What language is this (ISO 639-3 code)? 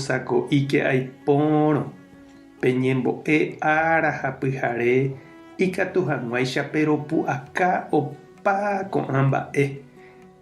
grn